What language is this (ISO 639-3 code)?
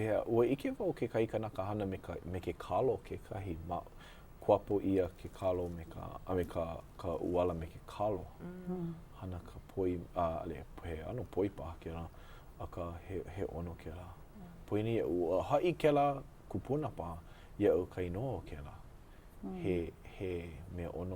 haw